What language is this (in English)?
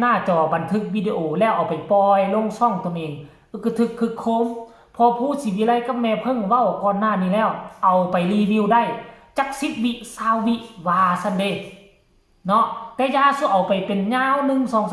Northeastern Thai